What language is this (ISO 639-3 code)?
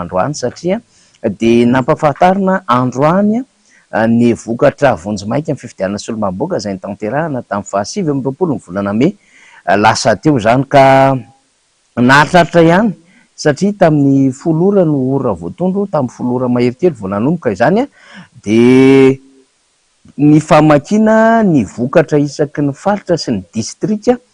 mlg